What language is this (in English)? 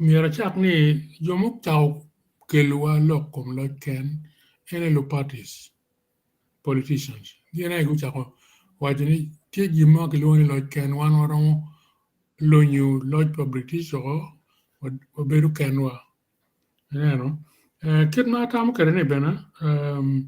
Acoli